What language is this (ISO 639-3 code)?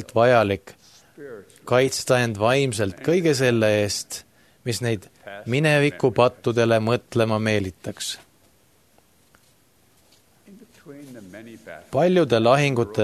est